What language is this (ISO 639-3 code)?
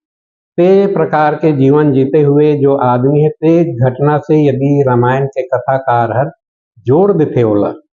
hne